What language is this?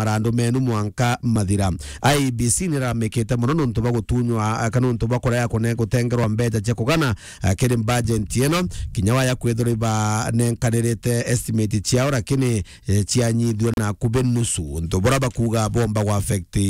Meru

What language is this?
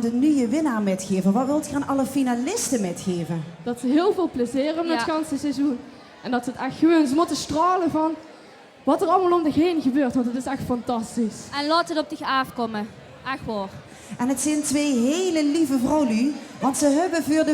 Limburgish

